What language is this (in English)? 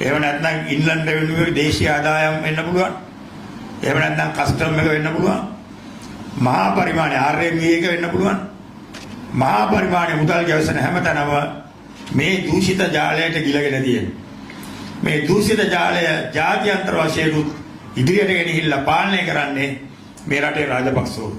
Sinhala